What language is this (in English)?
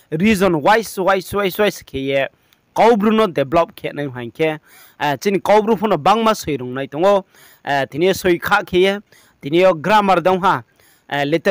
Riang (India)